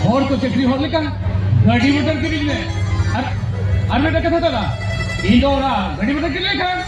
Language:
Santali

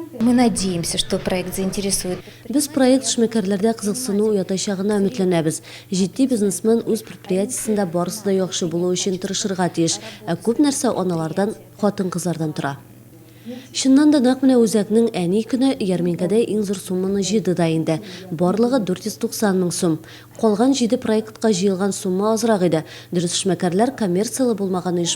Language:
Tatar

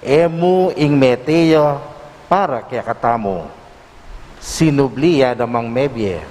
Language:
Pampanga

